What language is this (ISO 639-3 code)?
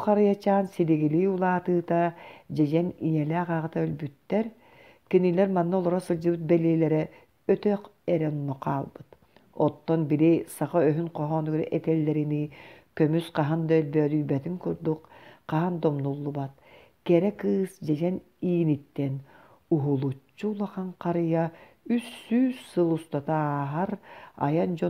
sah